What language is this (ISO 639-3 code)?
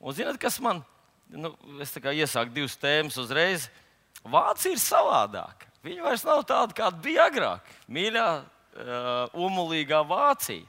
lav